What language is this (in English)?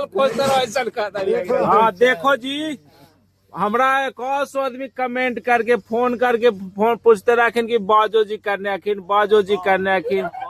Magahi